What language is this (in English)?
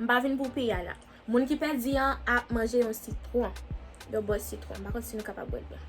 Haitian Creole